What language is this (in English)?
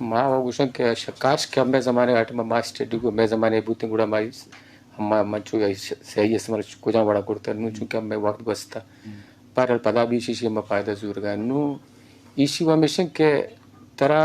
Eastern Balochi